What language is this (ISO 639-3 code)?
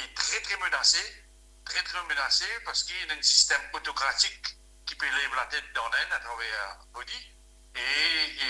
mfe